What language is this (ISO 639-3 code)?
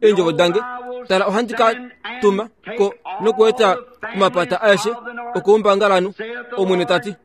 kua